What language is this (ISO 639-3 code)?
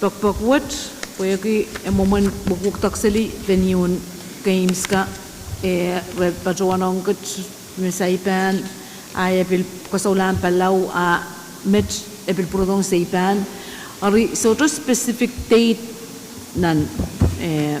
pon